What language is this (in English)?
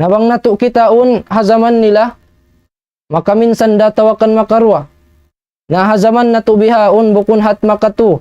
Tausug